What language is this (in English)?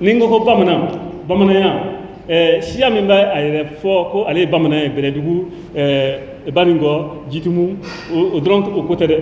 Bambara